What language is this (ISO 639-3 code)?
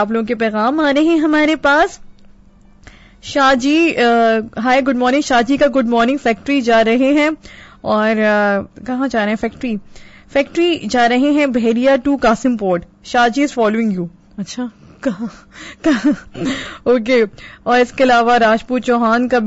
urd